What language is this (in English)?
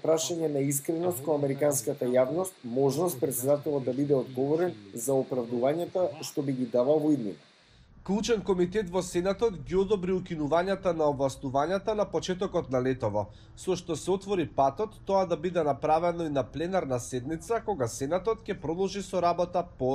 Macedonian